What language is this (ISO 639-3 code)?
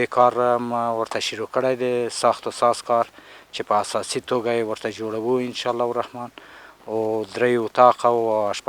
pus